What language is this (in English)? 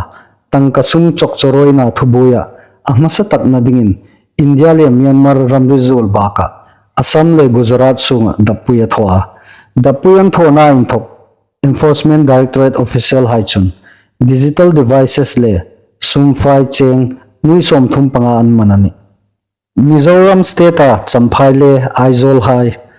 Hmar